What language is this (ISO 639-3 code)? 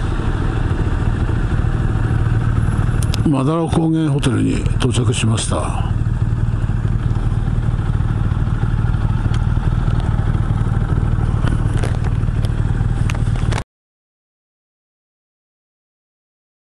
jpn